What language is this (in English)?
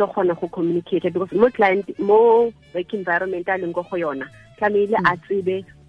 Tswana